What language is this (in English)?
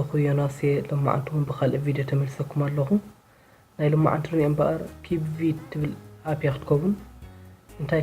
Tigrinya